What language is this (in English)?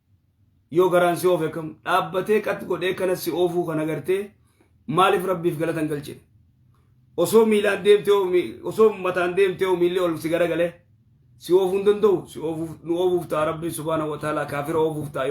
Oromo